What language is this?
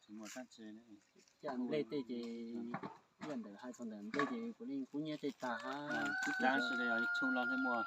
Hmong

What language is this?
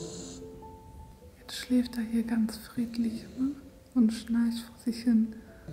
German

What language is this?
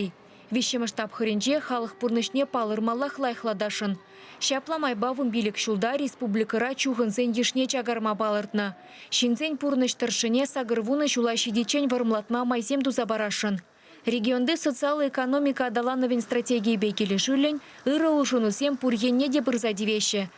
Chuvash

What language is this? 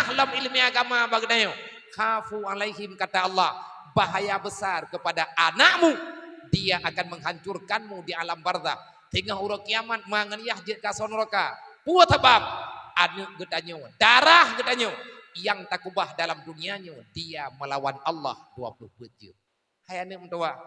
Achinese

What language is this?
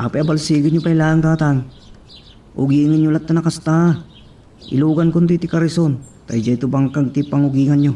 Iloko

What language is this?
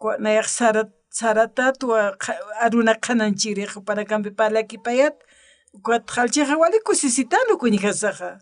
Aymara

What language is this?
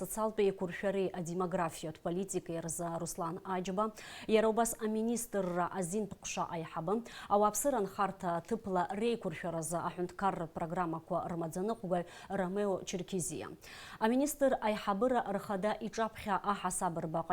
Abkhazian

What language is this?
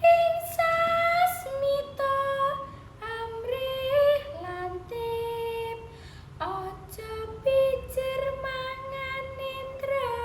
Javanese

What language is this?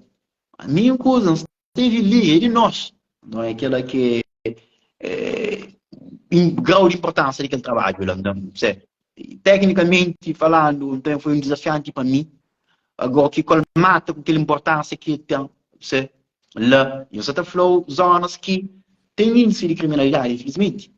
Kabuverdianu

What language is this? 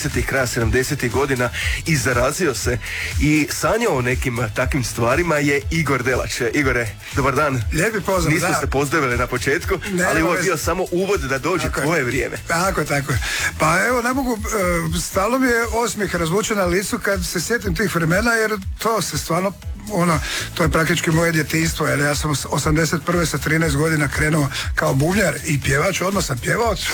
Croatian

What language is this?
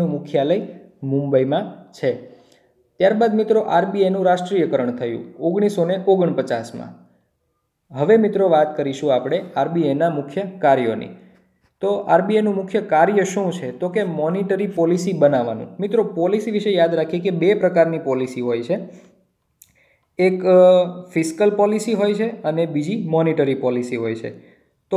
Gujarati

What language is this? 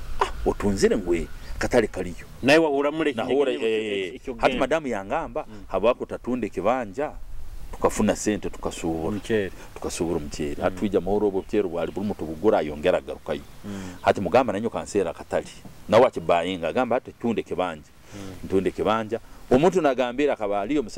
Nyoro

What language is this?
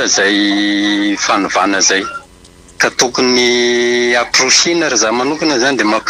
Malagasy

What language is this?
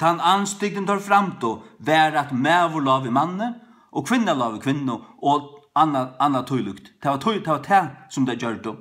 Faroese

